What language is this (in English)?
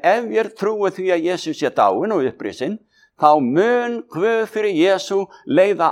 Icelandic